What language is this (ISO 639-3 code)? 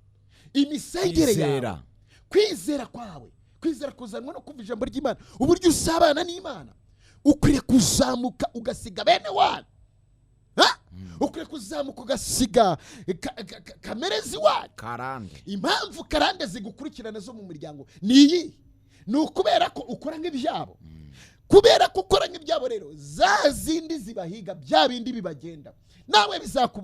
kin